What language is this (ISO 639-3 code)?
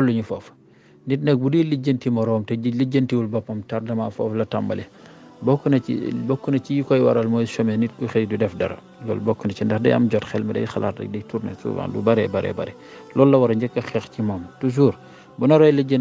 wol